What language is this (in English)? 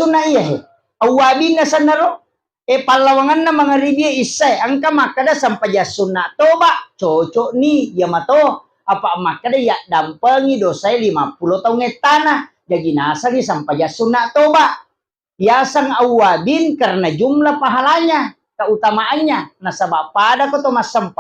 Buginese